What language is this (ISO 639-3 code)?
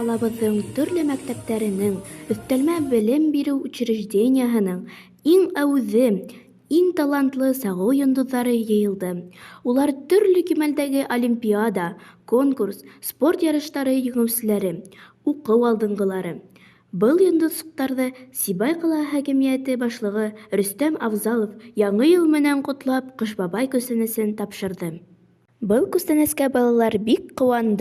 bak